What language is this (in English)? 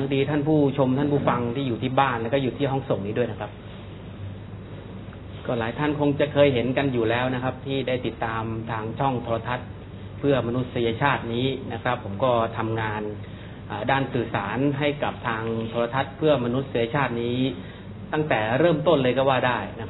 Thai